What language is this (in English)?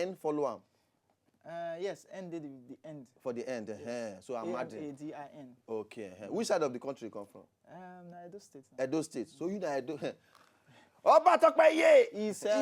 Nigerian Pidgin